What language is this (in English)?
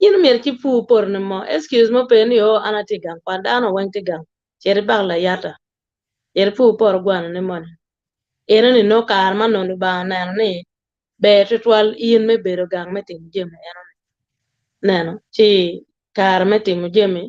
Acoli